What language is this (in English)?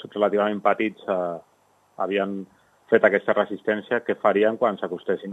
Catalan